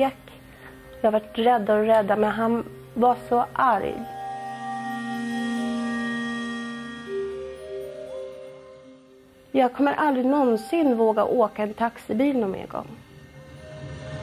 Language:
Swedish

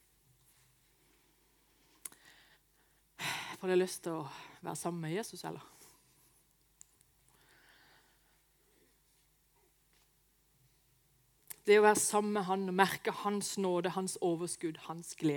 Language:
Norwegian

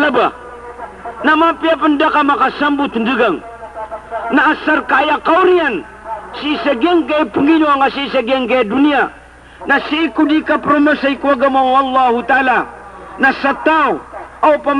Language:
Maranao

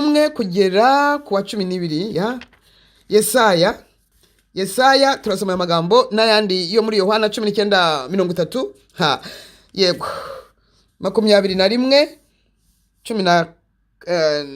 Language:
Kinyarwanda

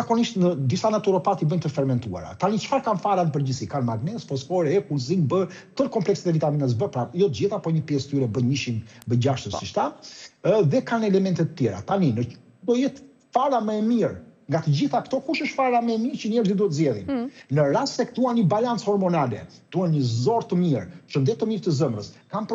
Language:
Albanian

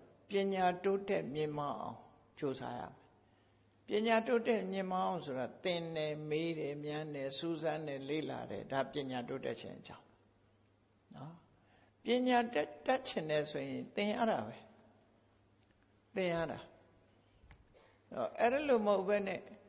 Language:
Burmese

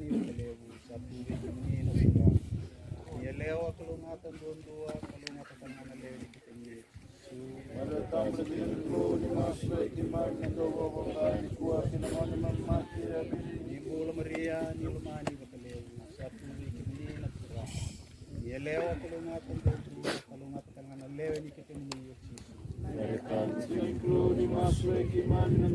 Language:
Fijian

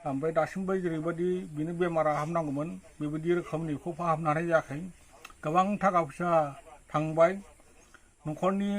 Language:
Bodo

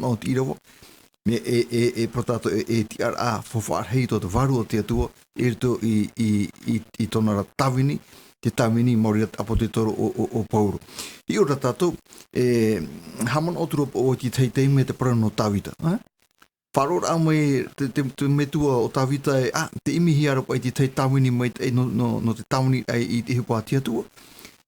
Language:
Tahitian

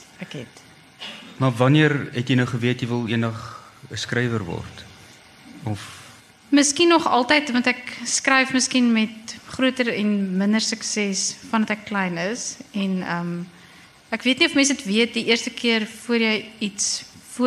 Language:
Afrikaans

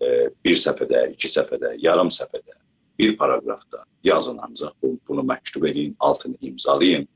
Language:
South Azerbaijani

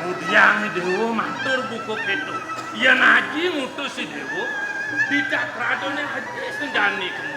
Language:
Balinese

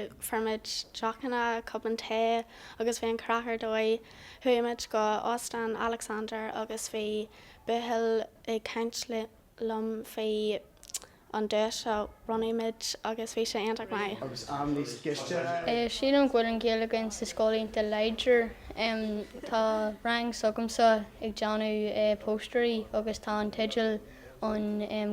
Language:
Irish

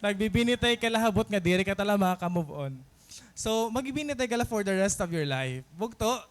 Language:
Waray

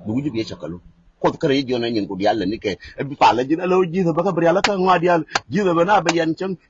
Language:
Nuer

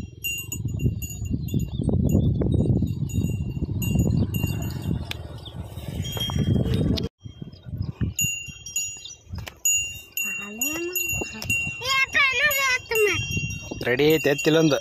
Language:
Kannada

